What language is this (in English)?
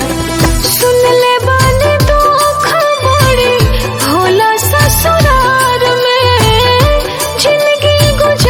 Bhojpuri